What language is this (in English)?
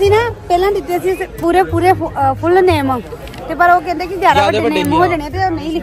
Punjabi